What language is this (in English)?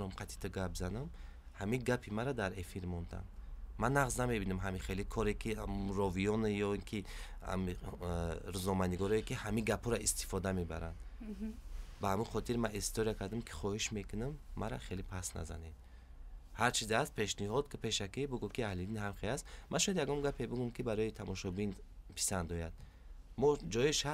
Tajik